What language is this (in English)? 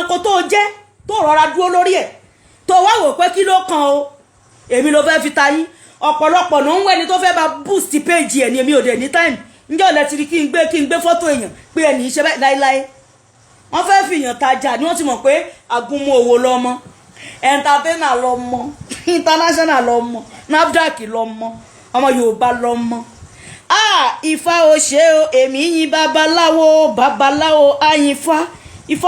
Yoruba